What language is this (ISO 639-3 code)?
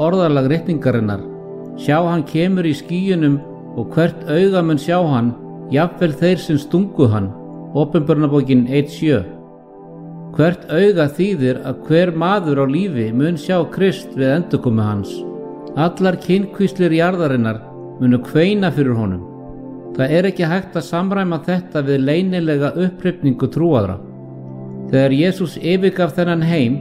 isl